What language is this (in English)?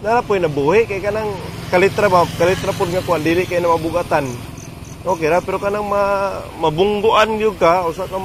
Cebuano